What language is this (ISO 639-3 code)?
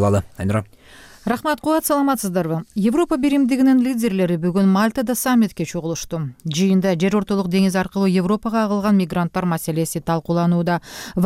kir